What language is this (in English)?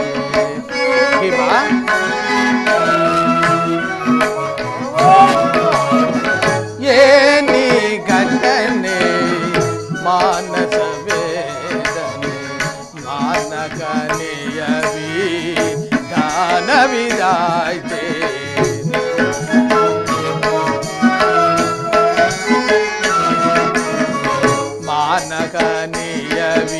Kannada